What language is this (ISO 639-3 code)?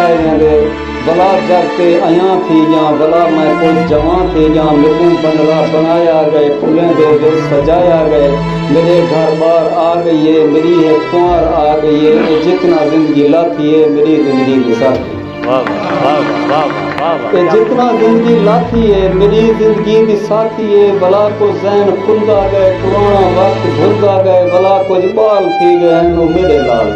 skr